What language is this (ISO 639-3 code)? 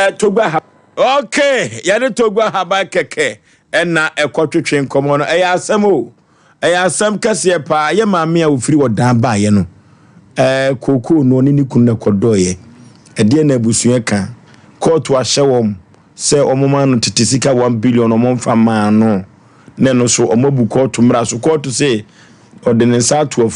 aka